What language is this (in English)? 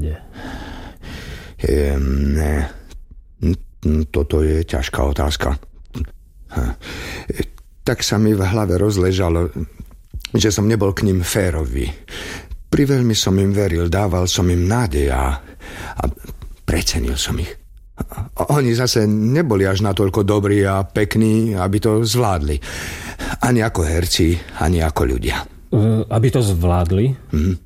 Slovak